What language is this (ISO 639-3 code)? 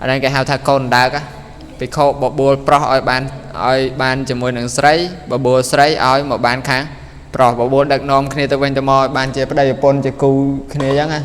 khm